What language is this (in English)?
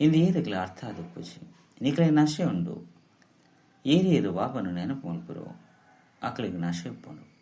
Tulu